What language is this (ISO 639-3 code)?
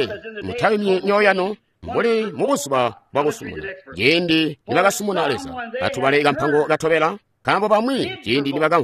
toi